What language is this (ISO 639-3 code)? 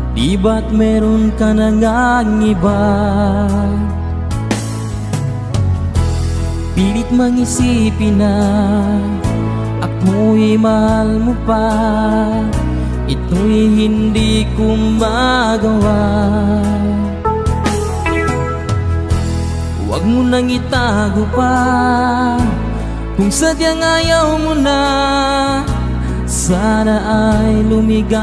fil